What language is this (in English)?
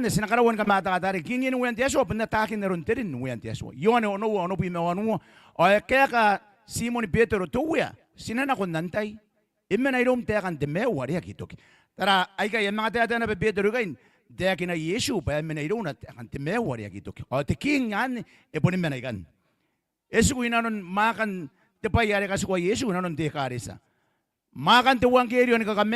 Gilbertese